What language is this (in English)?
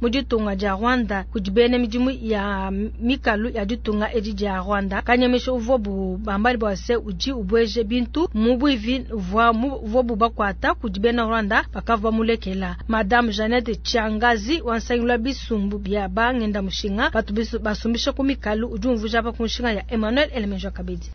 Luba-Lulua